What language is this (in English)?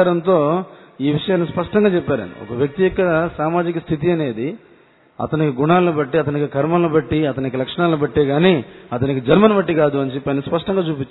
Telugu